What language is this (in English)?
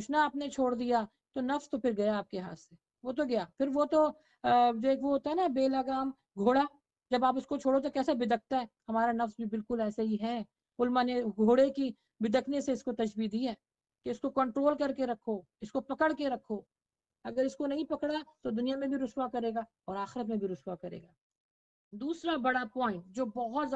Urdu